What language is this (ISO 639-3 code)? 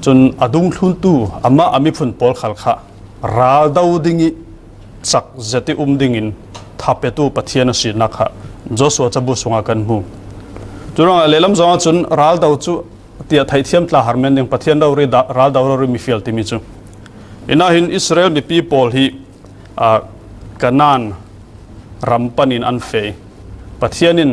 cfm